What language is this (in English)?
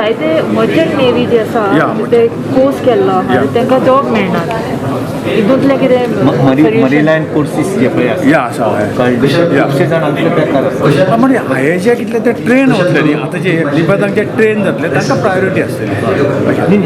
Konkani